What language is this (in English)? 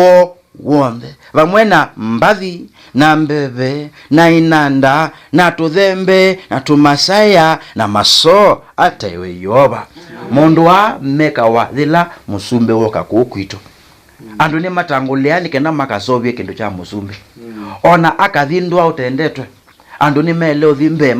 Kamba